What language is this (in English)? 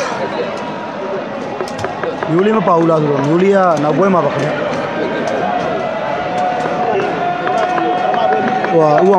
Burmese